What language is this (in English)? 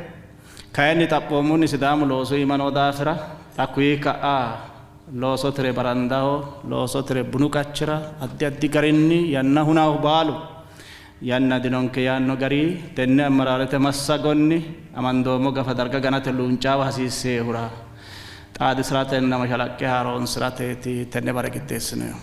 Sidamo